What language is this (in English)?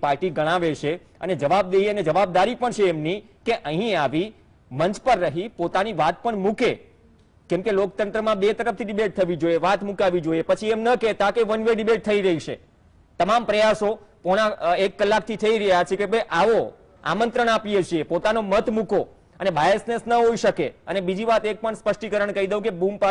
Gujarati